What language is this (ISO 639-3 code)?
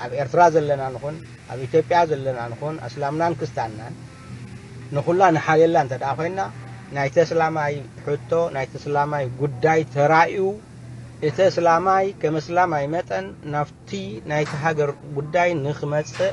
tir